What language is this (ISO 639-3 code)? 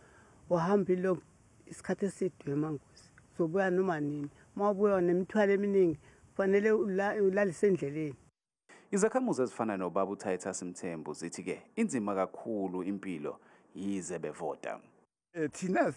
zul